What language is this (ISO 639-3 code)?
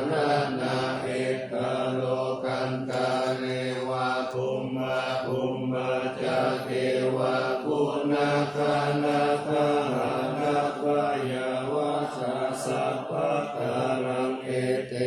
pli